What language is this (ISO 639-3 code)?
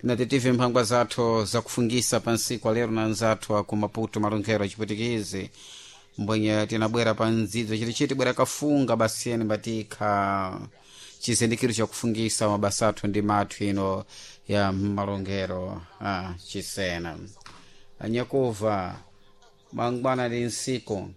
seh